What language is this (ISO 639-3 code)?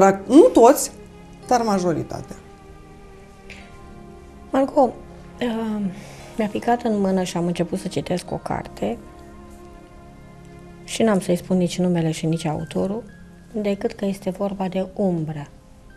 ron